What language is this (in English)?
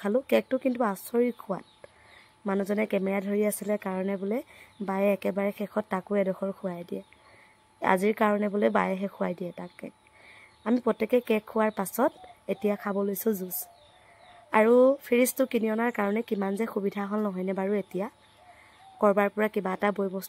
Assamese